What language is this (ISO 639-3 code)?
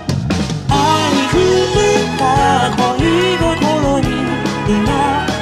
jpn